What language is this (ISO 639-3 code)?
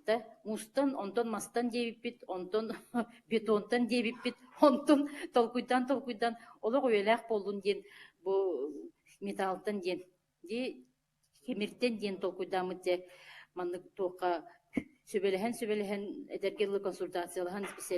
sah